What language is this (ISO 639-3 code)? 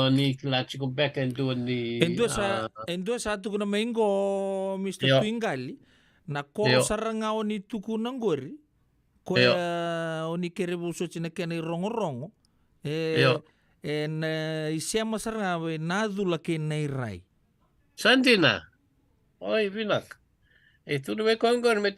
fij